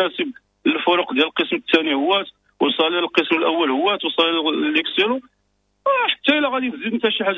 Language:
Moroccan Arabic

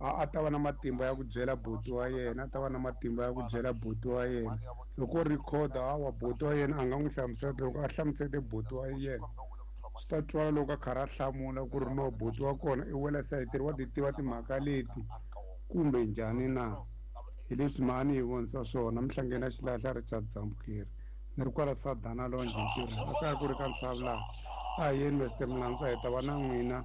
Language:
Tsonga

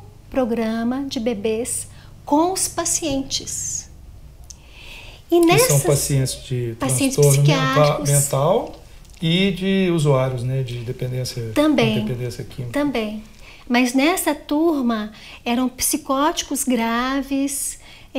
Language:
Portuguese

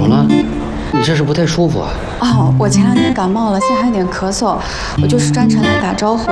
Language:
Chinese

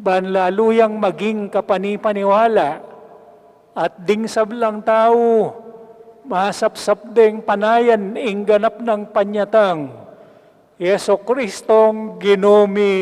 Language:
Pampanga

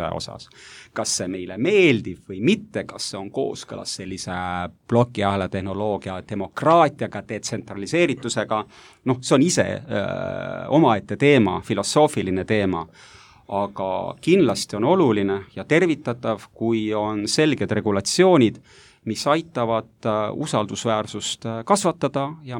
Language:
Estonian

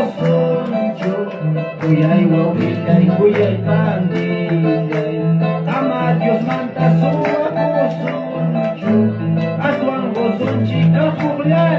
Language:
Ayacucho Quechua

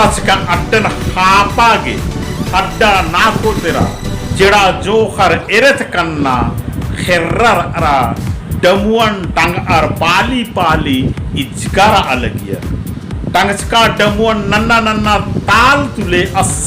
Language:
Kurukh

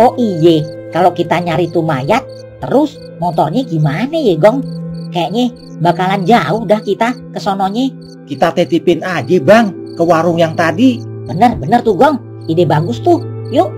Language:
Betawi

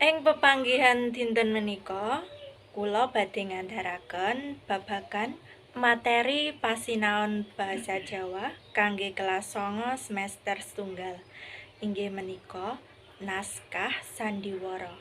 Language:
Javanese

